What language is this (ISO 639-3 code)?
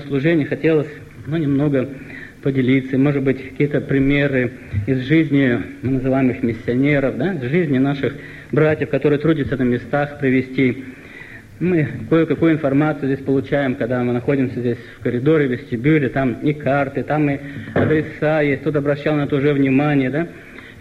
rus